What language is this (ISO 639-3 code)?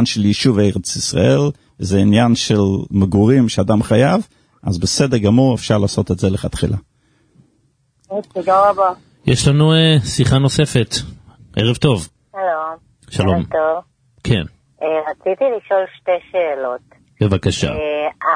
heb